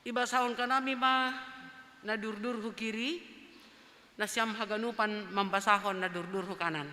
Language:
Batak Simalungun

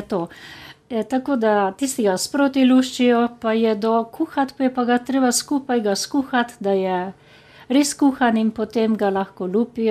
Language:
Slovenian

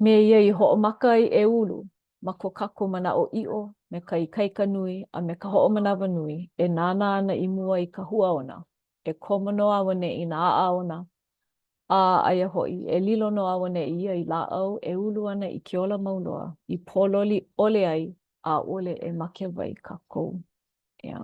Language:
Hawaiian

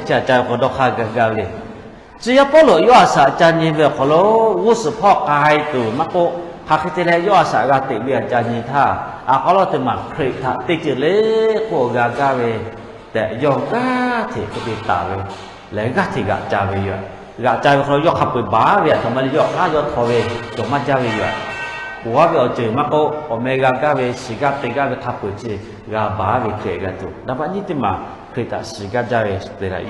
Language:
Lahu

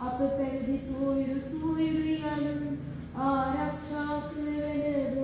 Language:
Sinhala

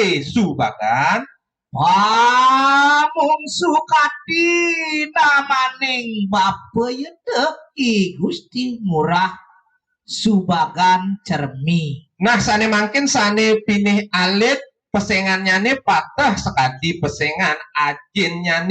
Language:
Balinese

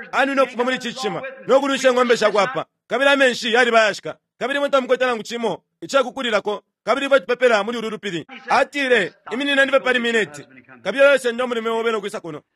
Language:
Bemba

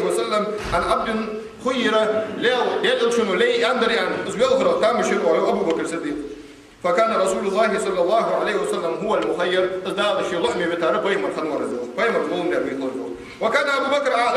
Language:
Ingush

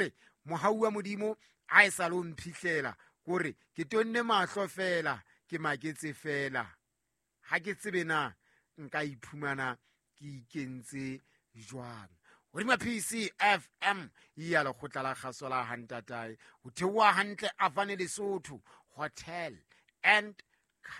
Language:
Southern Sotho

